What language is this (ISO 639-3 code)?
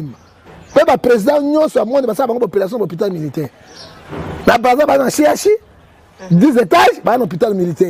lin